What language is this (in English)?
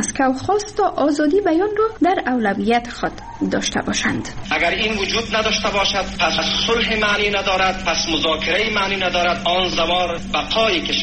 Persian